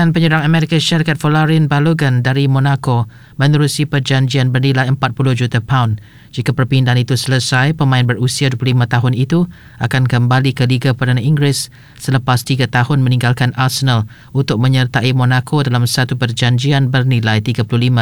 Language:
Malay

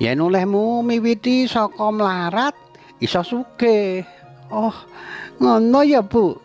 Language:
Javanese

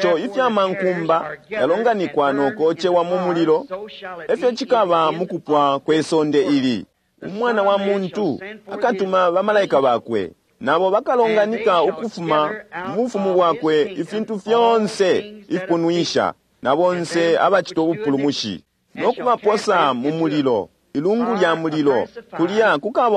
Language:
Bemba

